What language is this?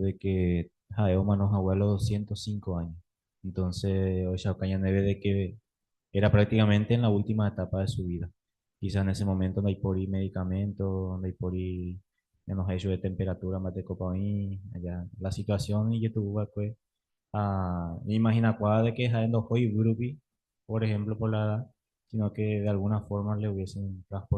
Guarani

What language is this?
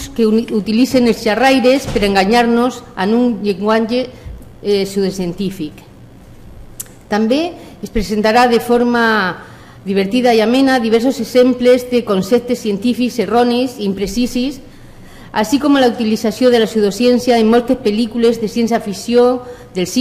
Catalan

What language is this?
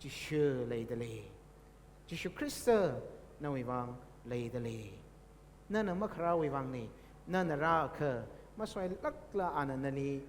Tangkhul Naga (India)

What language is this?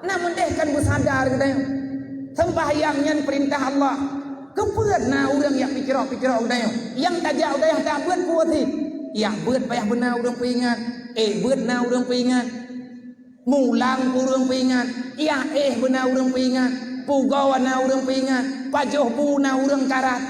Achinese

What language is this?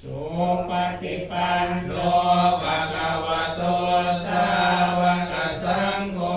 Pali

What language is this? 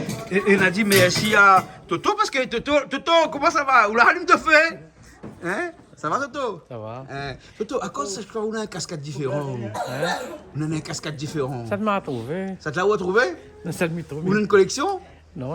Réunion Creole French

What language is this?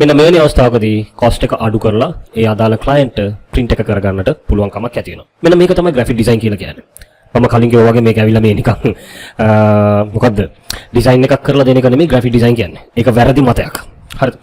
Sinhala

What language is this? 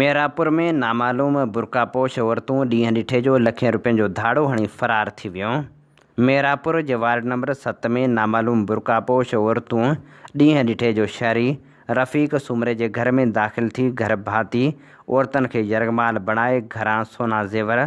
Sindhi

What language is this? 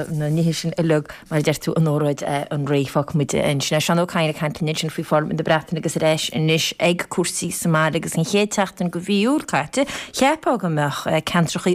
Irish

